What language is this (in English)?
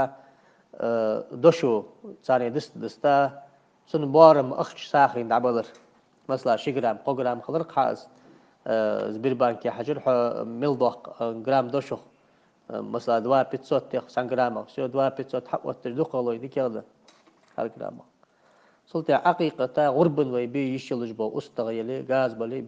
Ingush